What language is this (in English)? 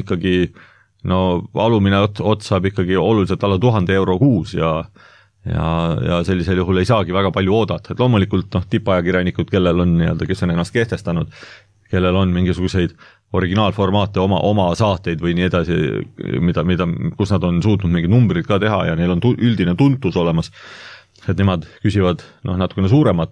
Estonian